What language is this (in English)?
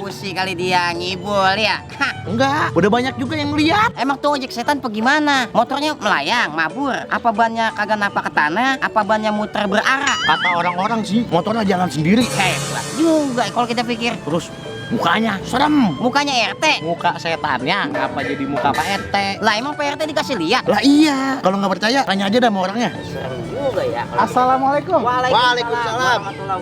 Betawi